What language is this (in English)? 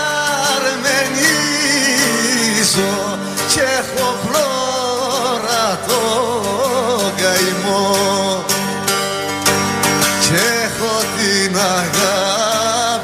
Greek